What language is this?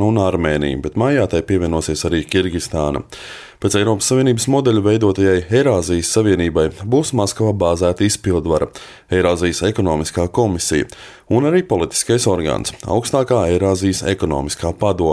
Latvian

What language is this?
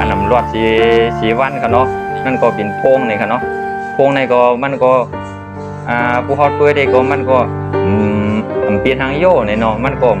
Shan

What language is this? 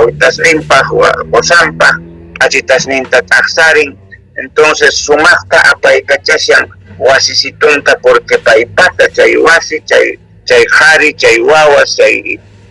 South Bolivian Quechua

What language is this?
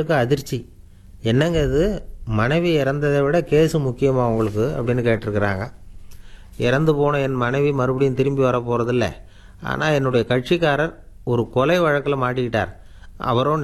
Tamil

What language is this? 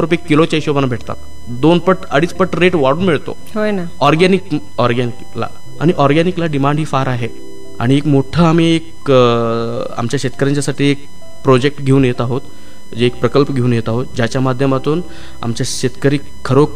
Marathi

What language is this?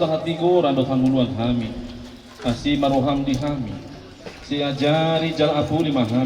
Batak Toba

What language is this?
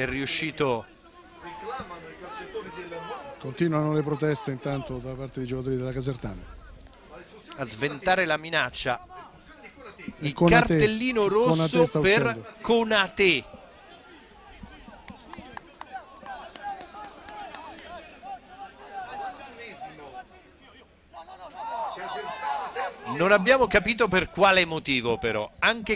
Italian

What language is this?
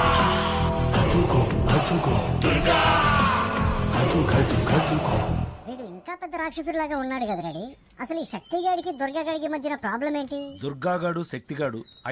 Telugu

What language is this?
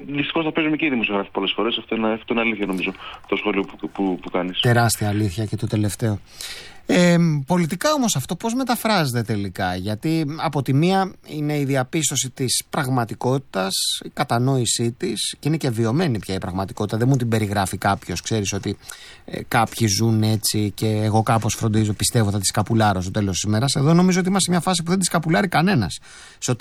Greek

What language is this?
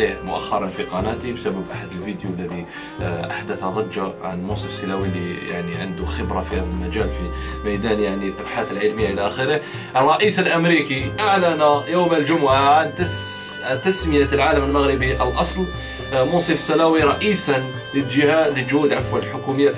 Algerian Arabic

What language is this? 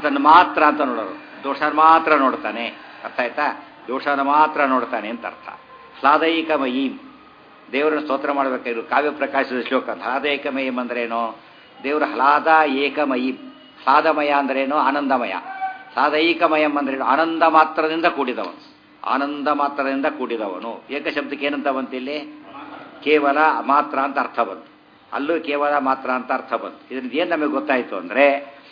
Kannada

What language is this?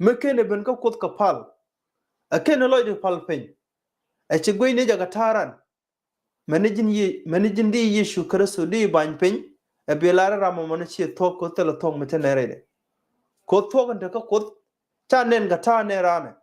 Nuer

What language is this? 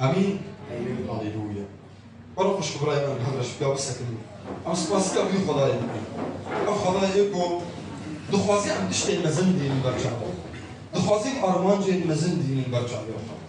Kurdish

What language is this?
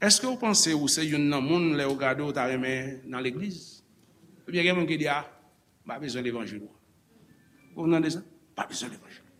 Haitian Creole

